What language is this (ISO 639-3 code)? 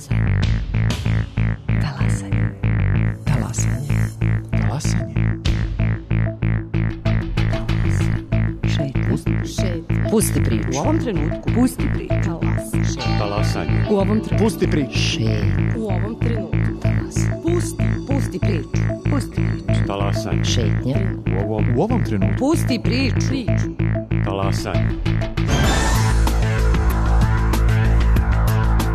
srp